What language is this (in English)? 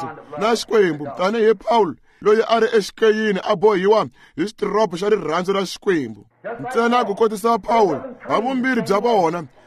Tsonga